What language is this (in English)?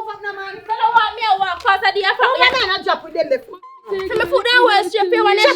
Jamaican Creole English